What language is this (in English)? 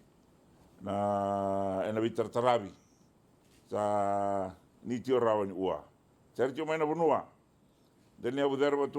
Fijian